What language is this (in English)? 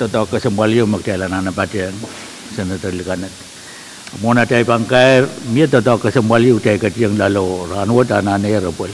Pohnpeian